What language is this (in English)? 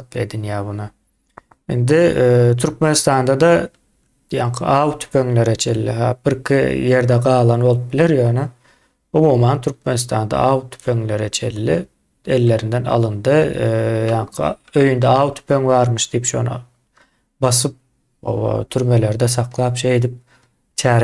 Turkmen